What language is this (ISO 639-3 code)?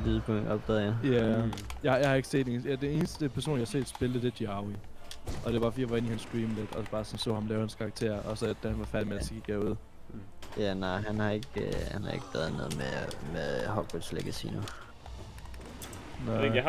dan